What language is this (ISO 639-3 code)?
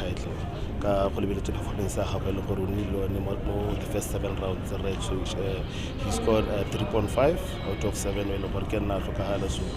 tsn